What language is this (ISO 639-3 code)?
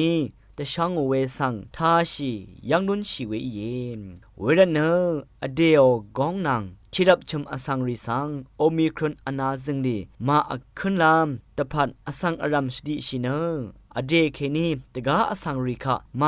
raw